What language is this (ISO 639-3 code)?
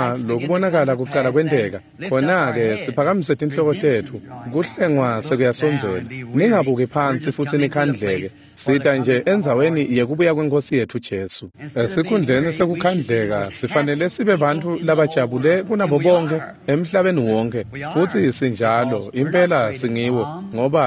ssw